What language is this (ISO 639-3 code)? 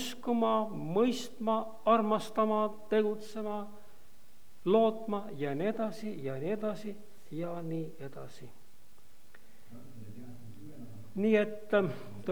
est